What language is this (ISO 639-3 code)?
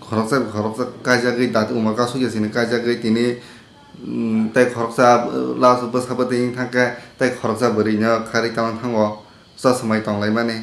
trp